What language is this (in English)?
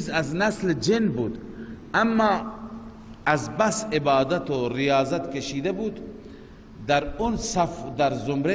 Persian